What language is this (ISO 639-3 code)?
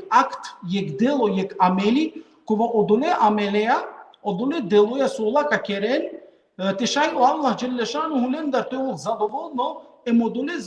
rmn